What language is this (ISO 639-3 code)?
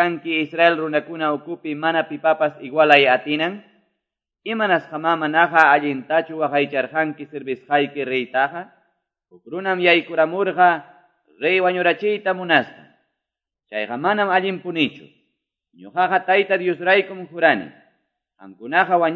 que